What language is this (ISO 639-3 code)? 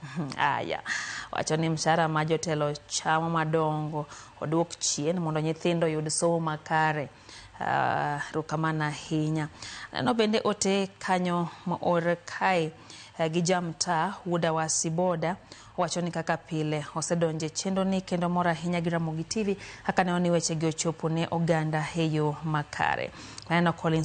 luo